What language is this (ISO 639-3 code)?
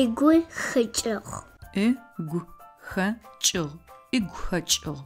ady